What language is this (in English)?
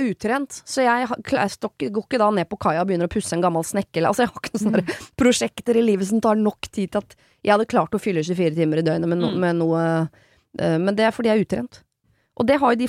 Norwegian